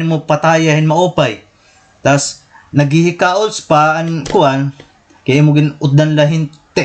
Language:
Waray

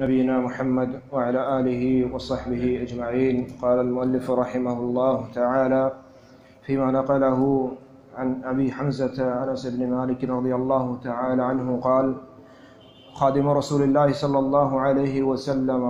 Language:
Baluchi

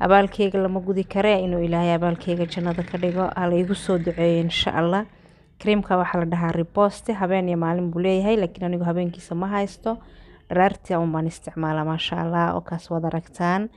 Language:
Somali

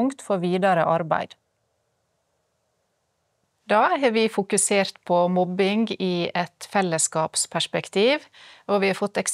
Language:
Norwegian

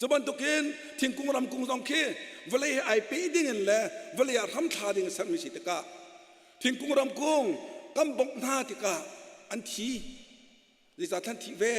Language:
Hakha Chin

